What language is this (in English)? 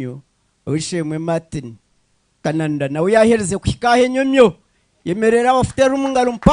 Nyankole